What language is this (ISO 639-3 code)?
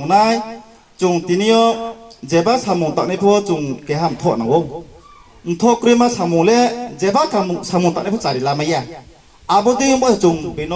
ria